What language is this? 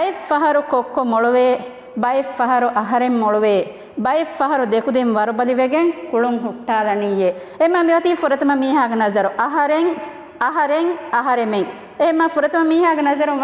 Divehi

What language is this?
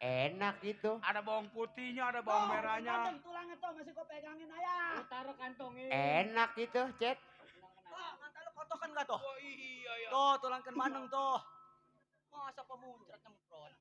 Betawi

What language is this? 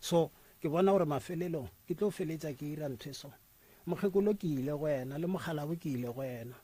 Northern Sotho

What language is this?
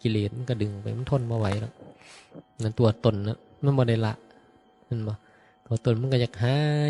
Northeastern Thai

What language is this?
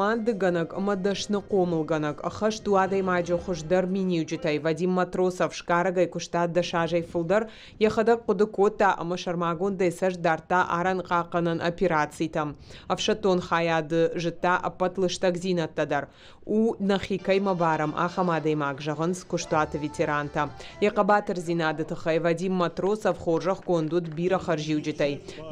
Ossetic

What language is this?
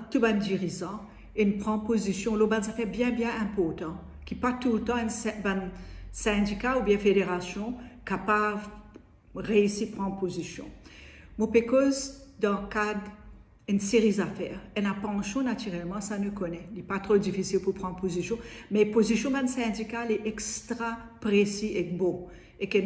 Morisyen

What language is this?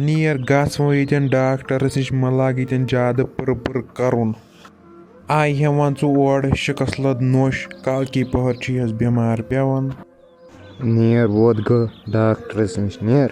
Kashmiri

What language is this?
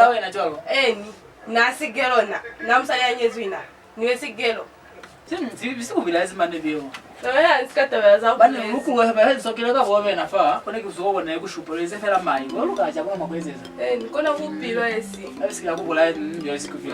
Lozi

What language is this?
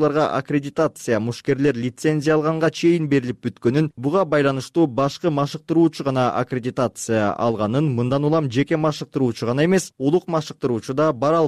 Kyrgyz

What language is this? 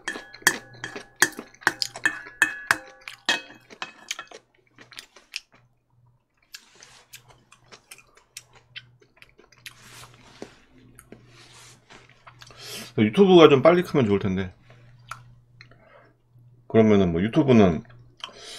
Korean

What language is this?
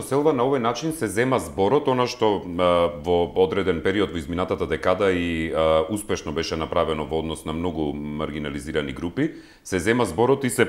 Macedonian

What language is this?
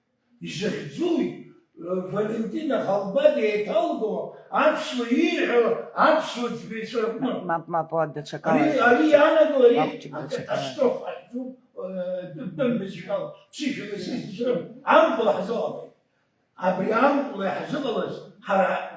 Abkhazian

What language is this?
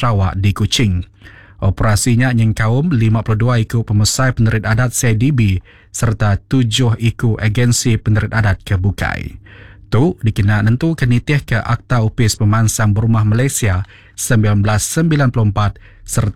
Iban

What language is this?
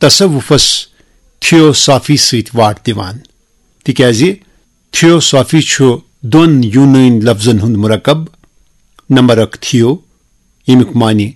Kashmiri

